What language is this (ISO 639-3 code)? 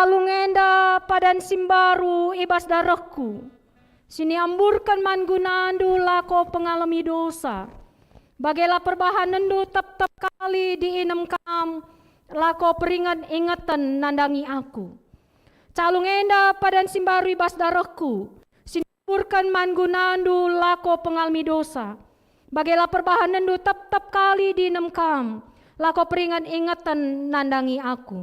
btx